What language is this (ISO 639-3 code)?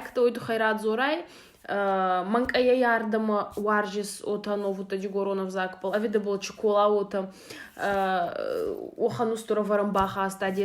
oss